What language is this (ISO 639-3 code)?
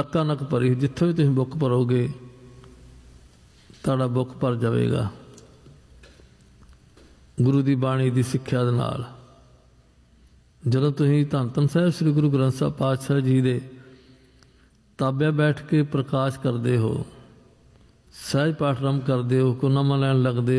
pan